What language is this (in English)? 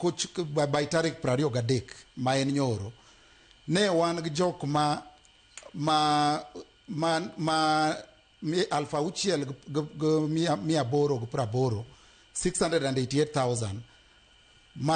Luo (Kenya and Tanzania)